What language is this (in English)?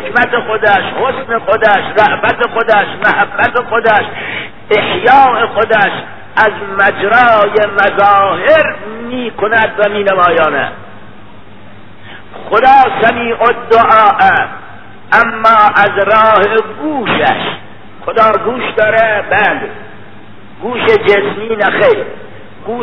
Persian